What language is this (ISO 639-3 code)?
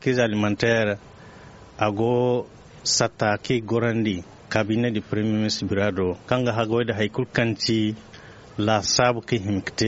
dje